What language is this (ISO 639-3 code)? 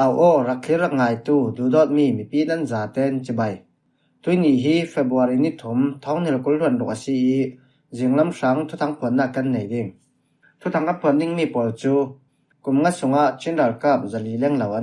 cfm